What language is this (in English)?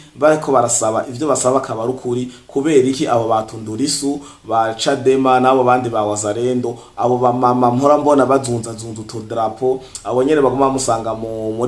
Rundi